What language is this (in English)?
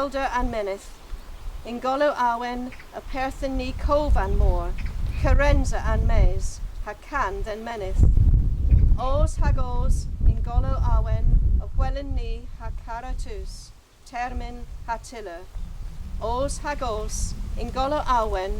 Cornish